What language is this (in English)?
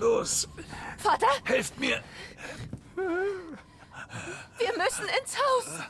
Bavarian